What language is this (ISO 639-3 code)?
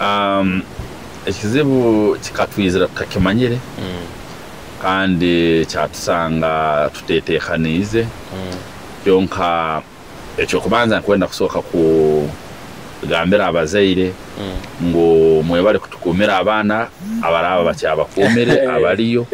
nyo